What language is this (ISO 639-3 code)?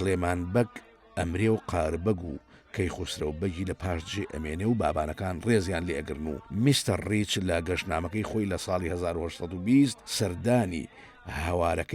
ckb